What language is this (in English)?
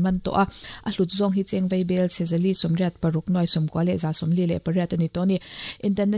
Mizo